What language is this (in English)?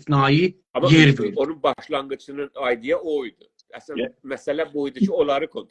South Azerbaijani